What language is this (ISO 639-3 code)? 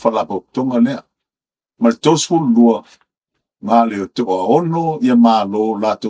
smo